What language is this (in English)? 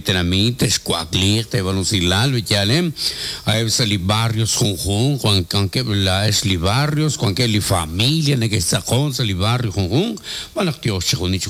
Kekchí